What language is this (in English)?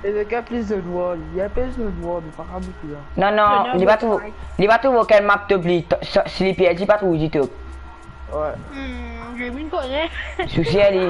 Morisyen